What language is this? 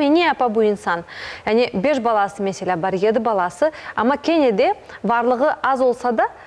Crimean Tatar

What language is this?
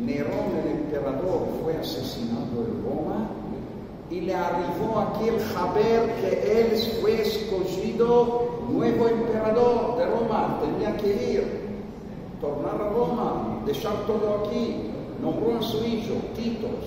Ladino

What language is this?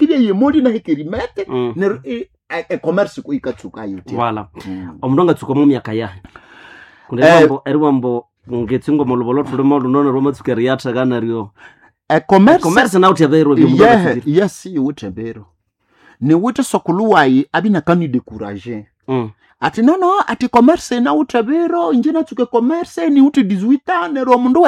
Nande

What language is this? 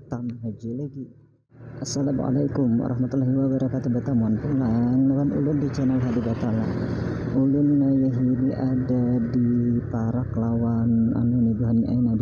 Banjar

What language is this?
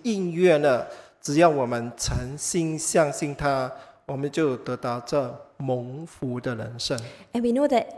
Chinese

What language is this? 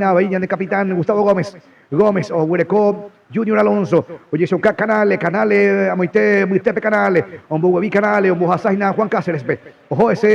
Guarani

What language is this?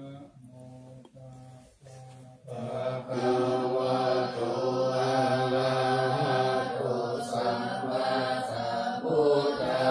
Pali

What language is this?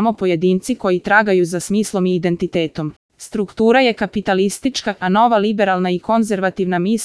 Serbian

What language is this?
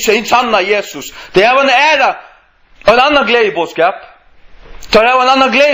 Faroese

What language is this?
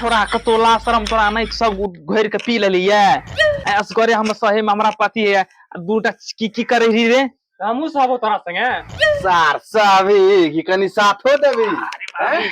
Maithili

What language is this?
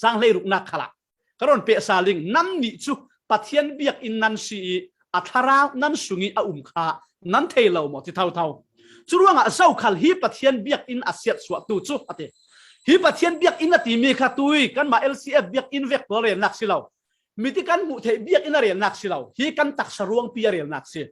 Falam Chin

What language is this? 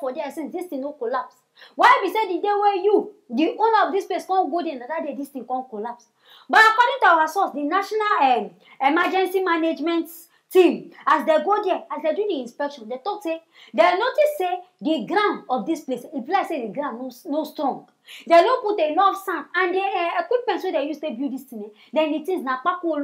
Nigerian Pidgin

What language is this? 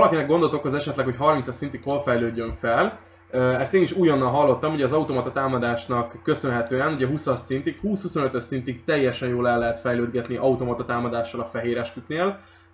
Hungarian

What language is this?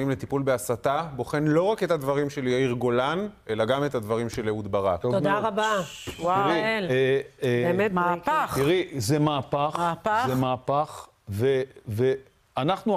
Hebrew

